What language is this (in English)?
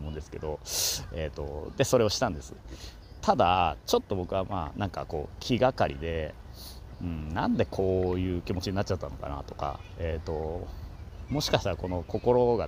Japanese